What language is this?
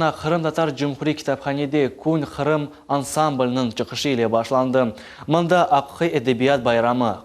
Crimean Tatar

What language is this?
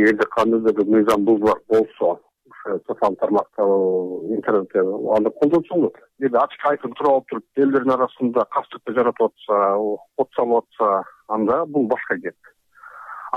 Kyrgyz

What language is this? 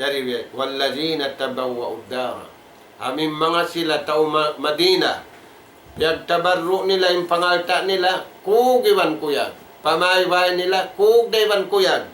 Tausug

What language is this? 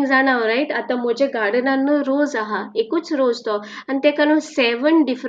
Konkani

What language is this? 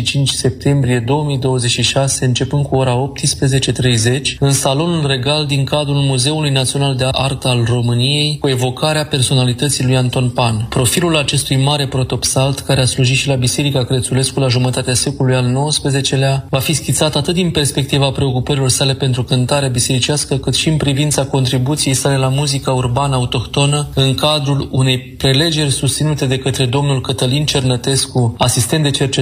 Romanian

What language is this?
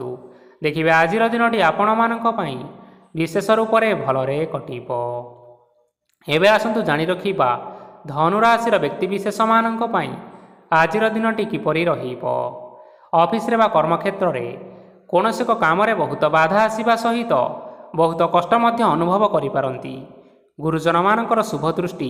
Odia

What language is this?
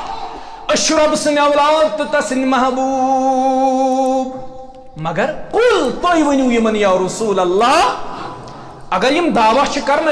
Kashmiri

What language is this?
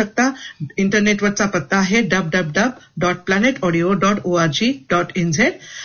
Marathi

